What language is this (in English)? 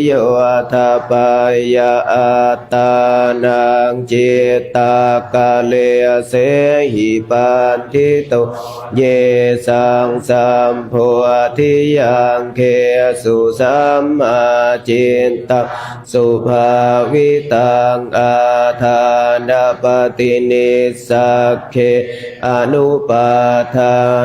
Pali